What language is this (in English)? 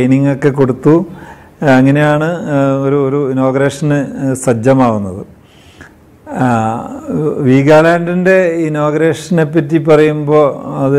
Malayalam